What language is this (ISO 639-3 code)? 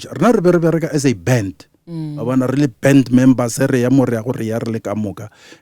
nso